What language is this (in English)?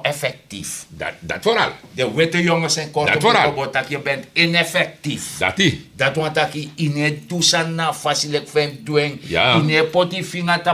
Sranan Tongo